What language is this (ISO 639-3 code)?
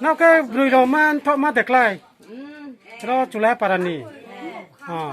ria